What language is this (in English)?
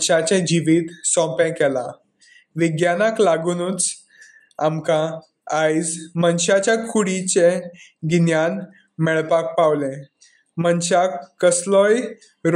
Konkani